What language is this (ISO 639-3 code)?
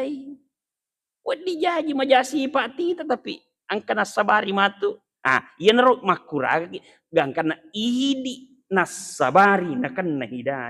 bug